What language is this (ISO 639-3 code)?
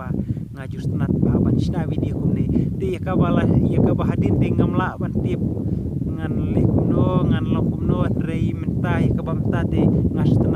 kha